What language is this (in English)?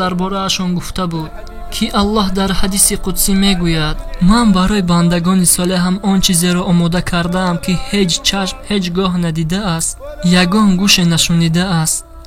Tajik